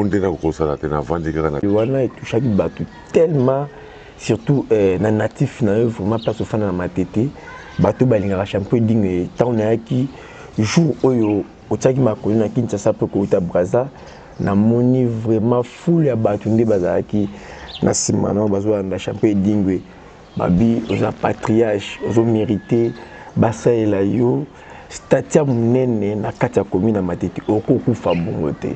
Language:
Lingala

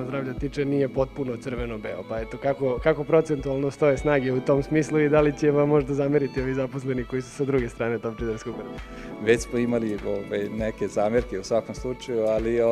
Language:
Serbian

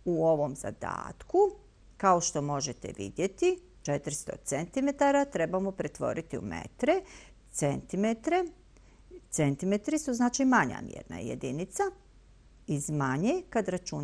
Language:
Bosnian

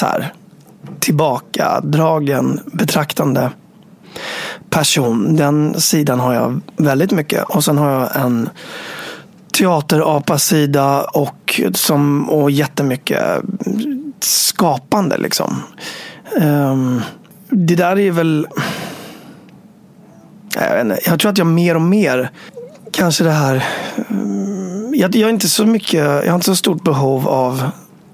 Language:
Swedish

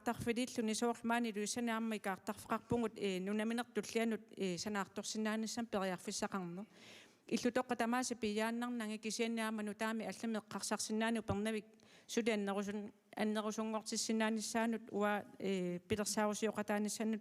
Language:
Kalaallisut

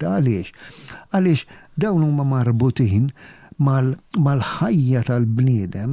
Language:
Maltese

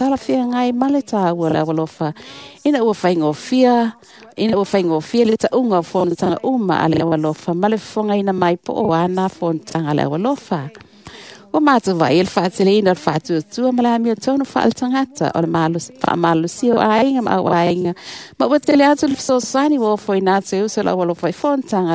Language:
Samoan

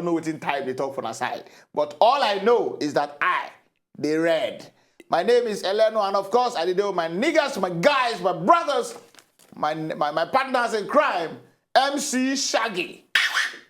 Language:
Nigerian Pidgin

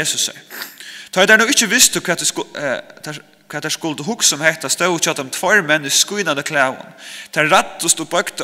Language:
Faroese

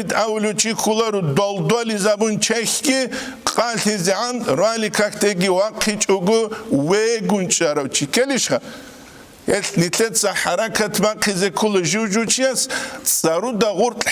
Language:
Avaric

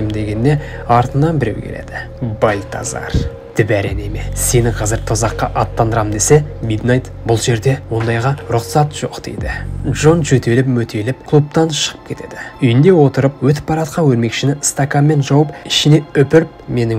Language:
Kazakh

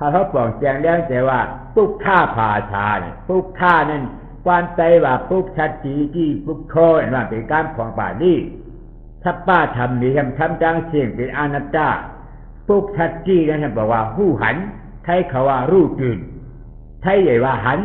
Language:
Shan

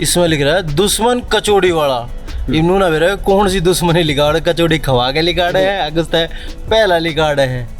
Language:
Haryanvi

